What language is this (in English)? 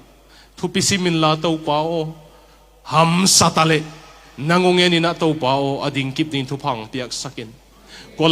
Tedim Chin